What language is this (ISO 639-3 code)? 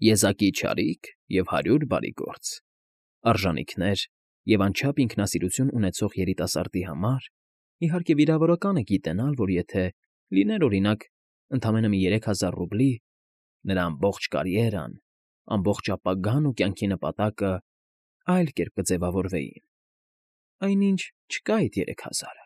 hye